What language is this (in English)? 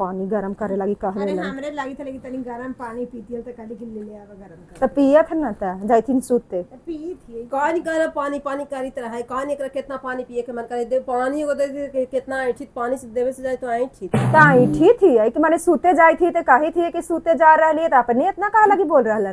Magahi